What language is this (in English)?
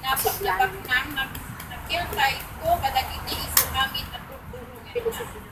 Iloko